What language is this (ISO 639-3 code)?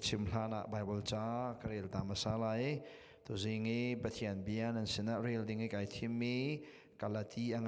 cnh